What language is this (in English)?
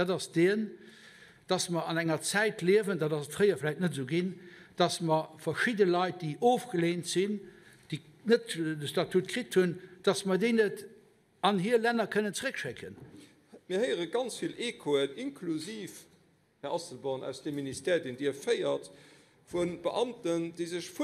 Luxembourgish